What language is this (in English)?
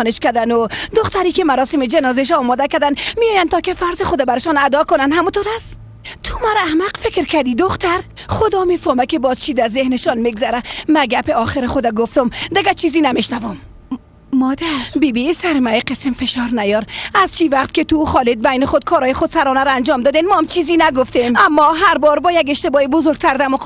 Persian